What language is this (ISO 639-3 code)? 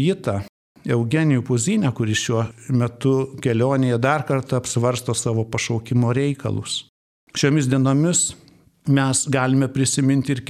lit